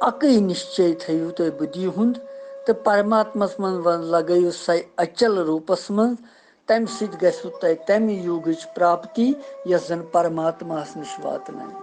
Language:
Kashmiri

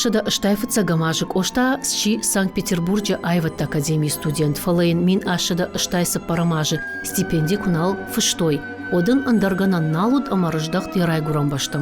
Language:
Ossetic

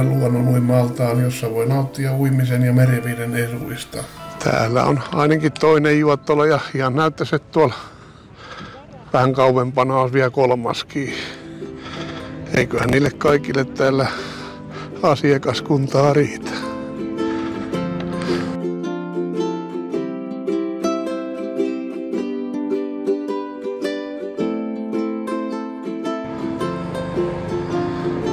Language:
Finnish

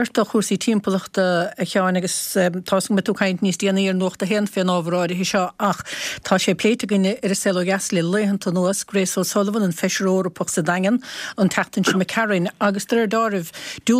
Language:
Irish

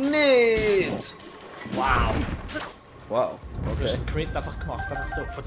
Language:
Swiss German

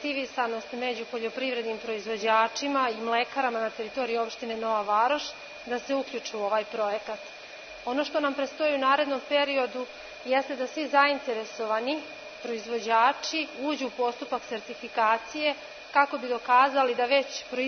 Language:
Serbian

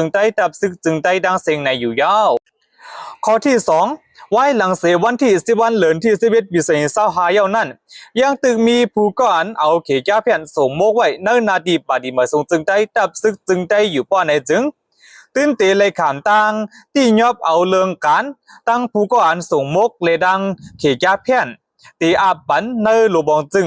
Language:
Shan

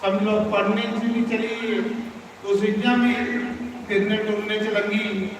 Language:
Dogri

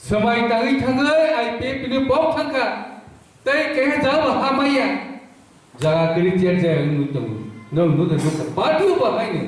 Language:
Kok Borok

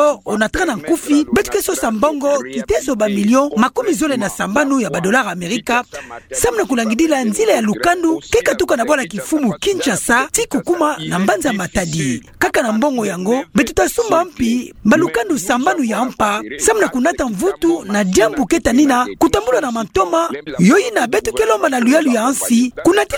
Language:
Kituba (Democratic Republic of Congo)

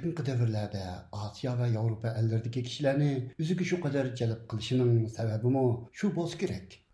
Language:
Uyghur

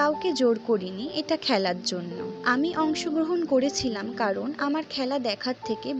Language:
Bangla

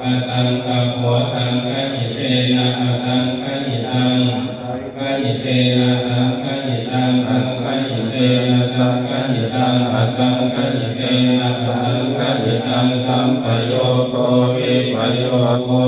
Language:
Pali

